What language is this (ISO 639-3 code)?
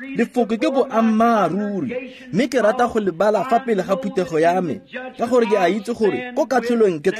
tsn